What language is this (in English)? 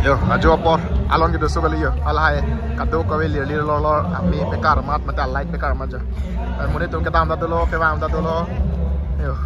Karbi